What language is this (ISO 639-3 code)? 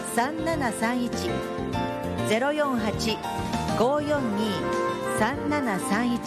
jpn